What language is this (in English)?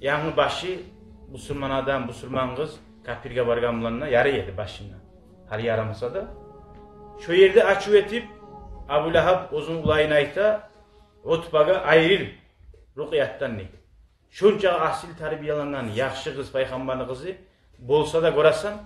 Kumyk